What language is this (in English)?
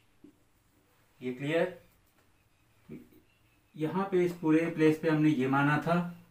Hindi